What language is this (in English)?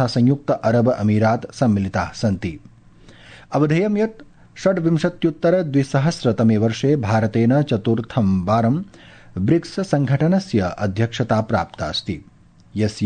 Sanskrit